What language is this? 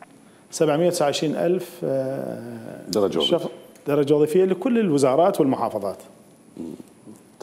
Mesopotamian Arabic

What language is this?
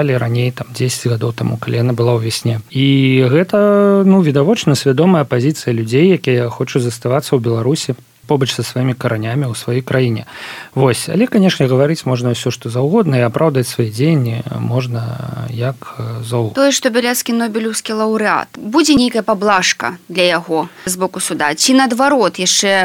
Belarusian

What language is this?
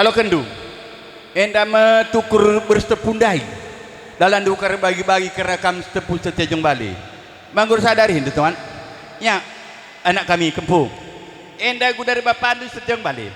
Batak Karo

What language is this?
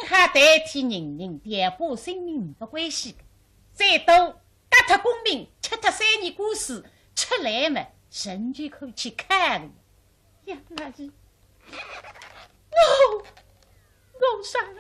Wu Chinese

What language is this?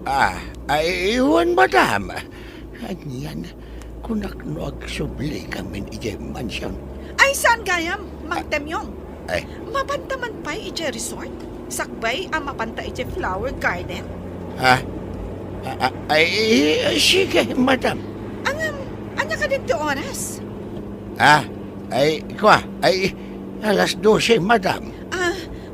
Iloko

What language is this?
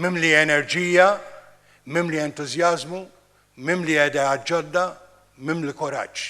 Maltese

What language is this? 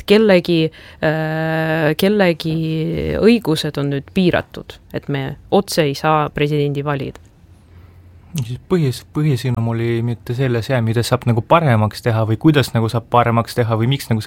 Estonian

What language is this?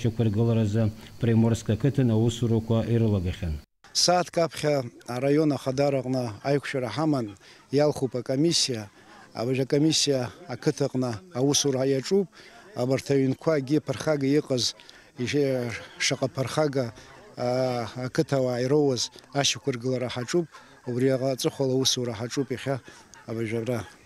Abkhazian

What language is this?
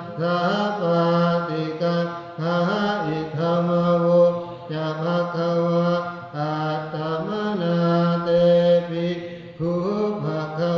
Pali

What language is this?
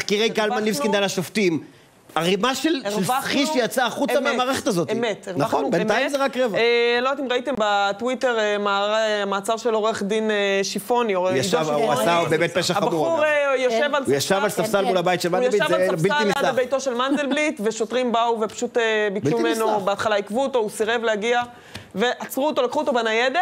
Hebrew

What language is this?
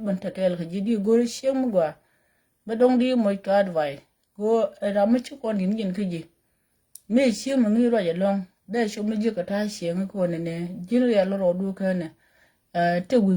Nuer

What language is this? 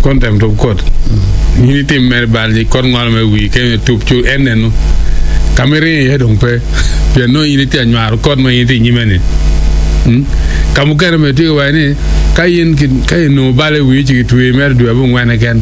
Acoli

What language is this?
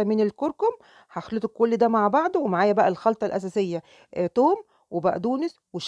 Egyptian Arabic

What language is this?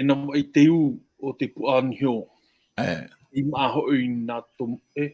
Tahitian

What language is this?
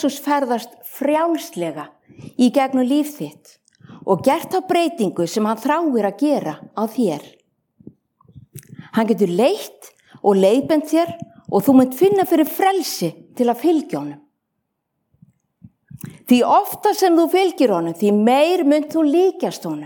Icelandic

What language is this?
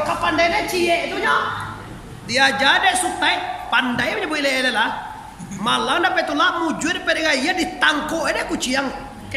Minangkabau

